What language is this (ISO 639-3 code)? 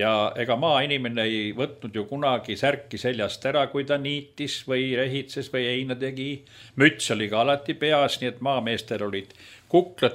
est